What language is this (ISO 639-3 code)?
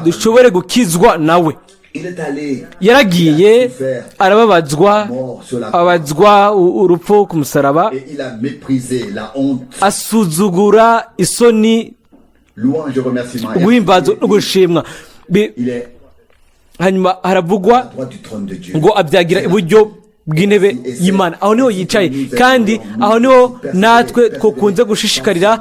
run